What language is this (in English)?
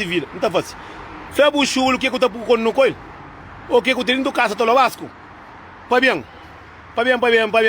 Kabuverdianu